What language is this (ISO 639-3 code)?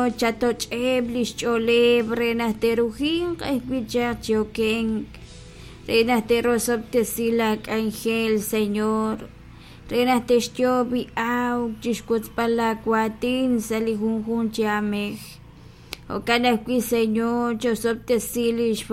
kek